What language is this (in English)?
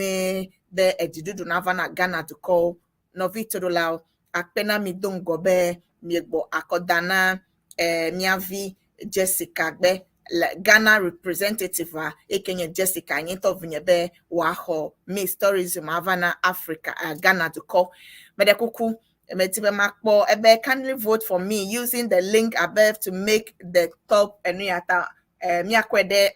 Ewe